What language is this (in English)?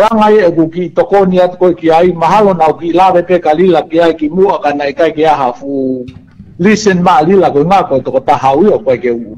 Tongan